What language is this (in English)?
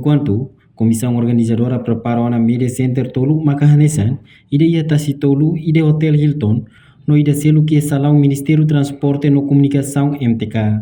Tetum